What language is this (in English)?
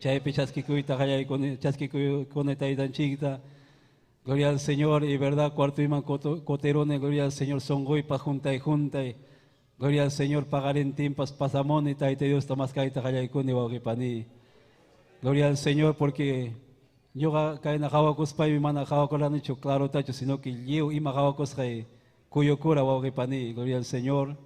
Ayacucho Quechua